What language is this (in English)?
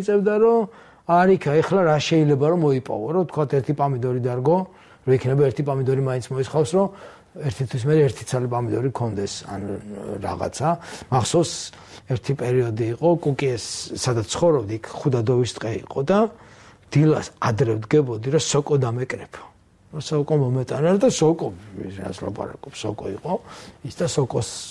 Georgian